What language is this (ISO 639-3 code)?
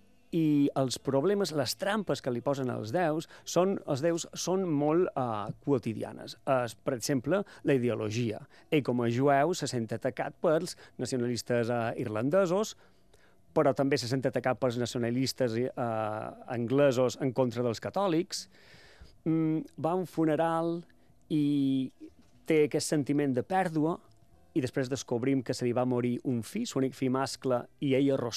cat